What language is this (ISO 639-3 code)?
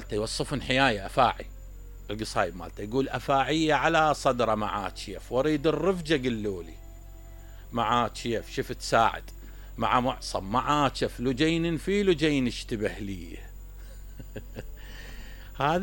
acm